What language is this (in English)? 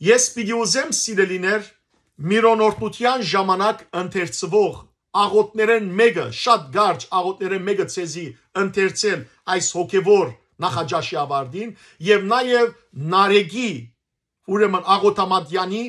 Western Armenian